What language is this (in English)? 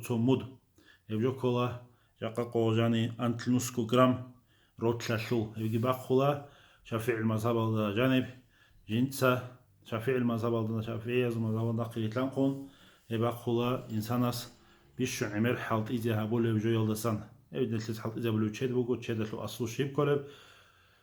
Avaric